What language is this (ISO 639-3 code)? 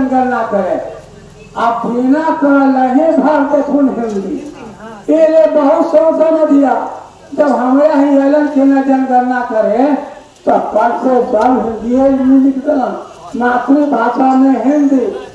mag